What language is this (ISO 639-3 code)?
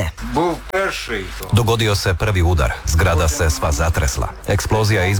hrv